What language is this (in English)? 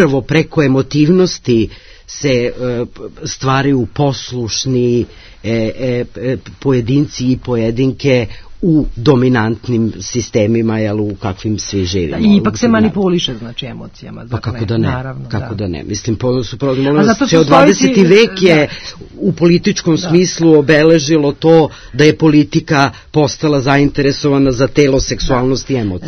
Serbian